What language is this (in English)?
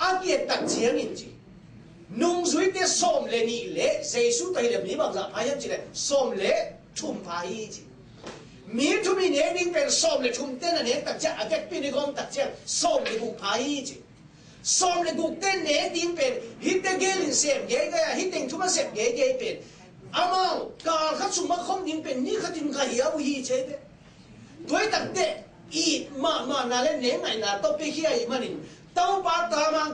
Tedim Chin